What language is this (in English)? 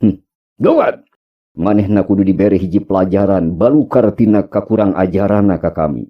Sundanese